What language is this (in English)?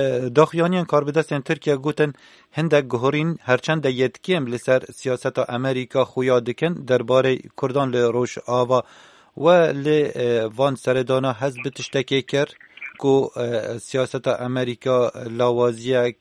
Kurdish